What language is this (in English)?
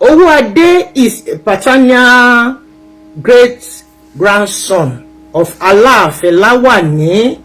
Yoruba